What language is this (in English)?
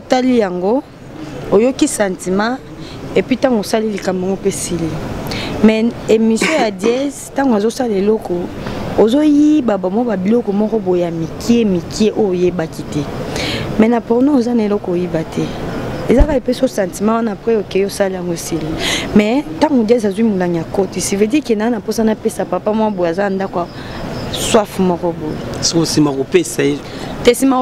Lingala